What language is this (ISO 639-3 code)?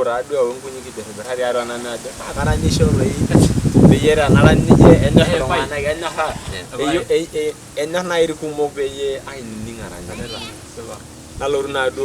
mas